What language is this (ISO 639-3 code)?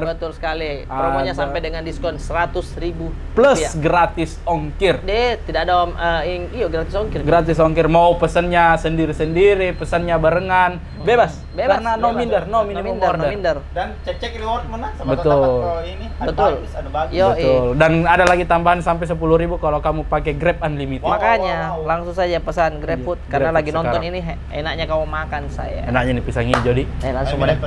mfp